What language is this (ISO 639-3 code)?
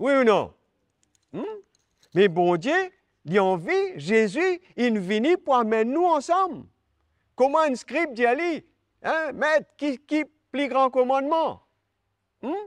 mfe